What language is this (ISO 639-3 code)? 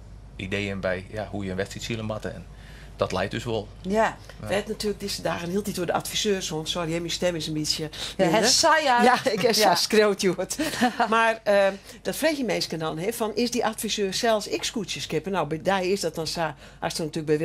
fry